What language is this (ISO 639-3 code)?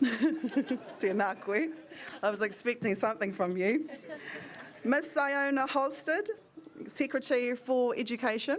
mri